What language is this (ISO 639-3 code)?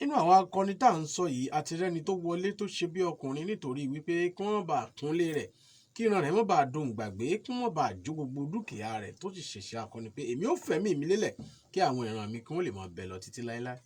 yor